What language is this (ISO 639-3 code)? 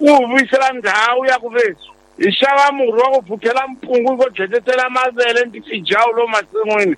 tso